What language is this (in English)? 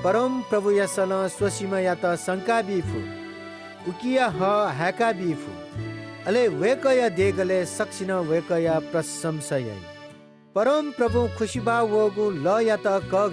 Newari